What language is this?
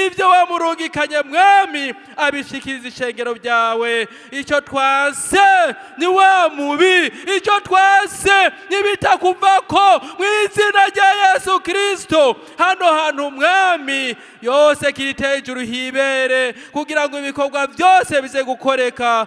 Rundi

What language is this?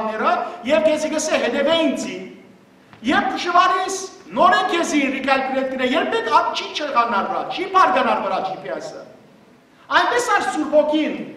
Western Armenian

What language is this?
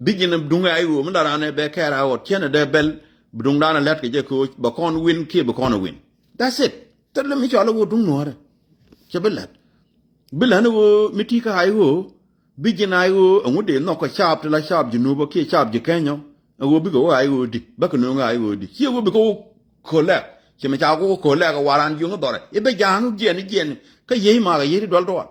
Nuer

